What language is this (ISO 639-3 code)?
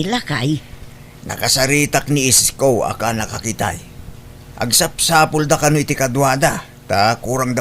ilo